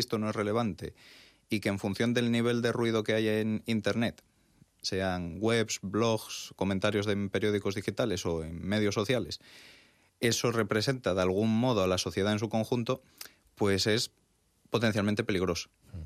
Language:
Spanish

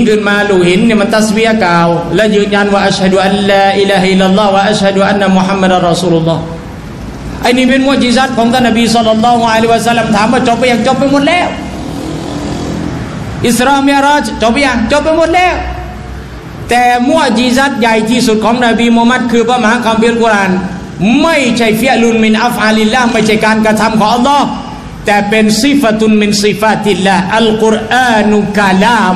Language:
Thai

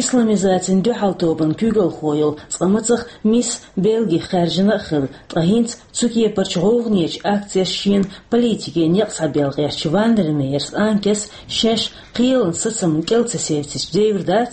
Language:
Chechen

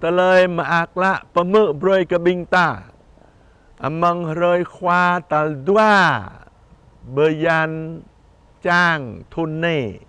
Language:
Jarai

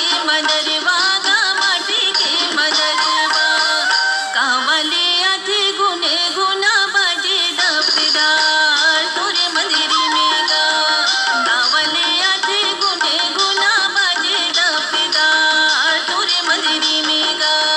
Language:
Chhattisgarhi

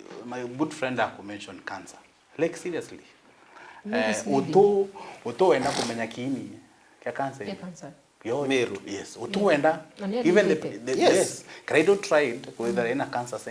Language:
Meru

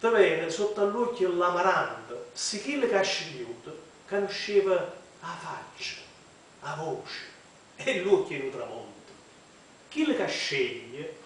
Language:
Neapolitan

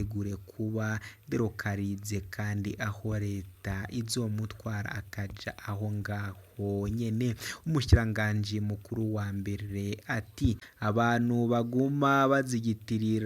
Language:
Rundi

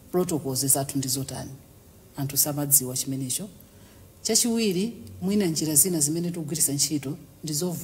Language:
Nyanja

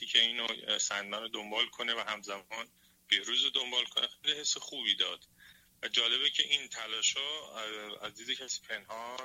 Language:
Persian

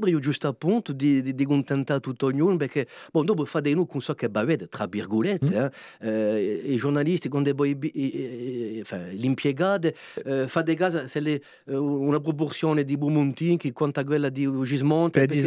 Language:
Corsican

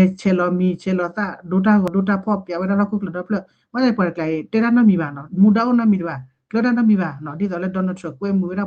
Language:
S'gaw Karen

